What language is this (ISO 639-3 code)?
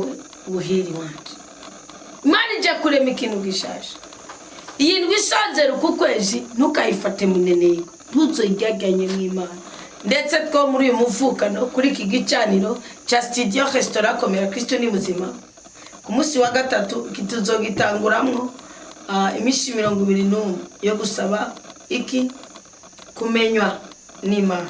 run